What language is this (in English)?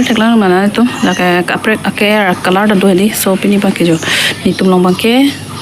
Karbi